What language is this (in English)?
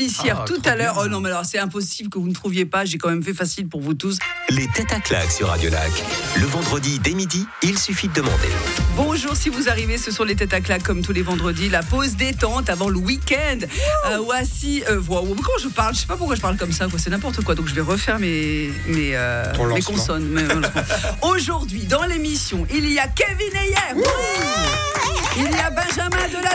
French